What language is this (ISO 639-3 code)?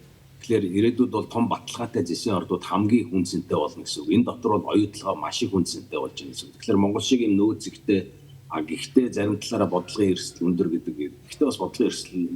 mon